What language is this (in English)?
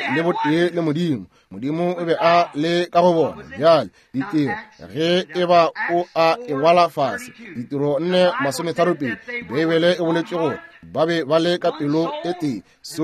Northern Sotho